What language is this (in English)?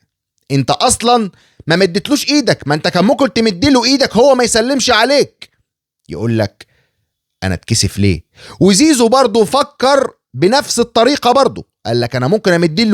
Egyptian Arabic